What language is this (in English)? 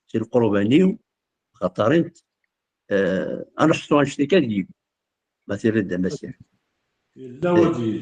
Kabyle